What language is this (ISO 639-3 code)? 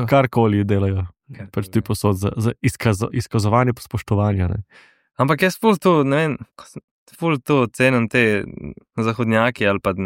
slv